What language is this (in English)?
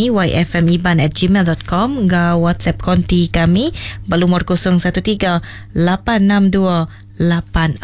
Iban